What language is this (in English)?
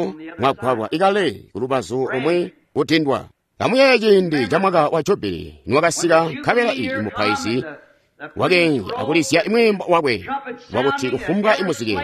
Tonga (Zambia)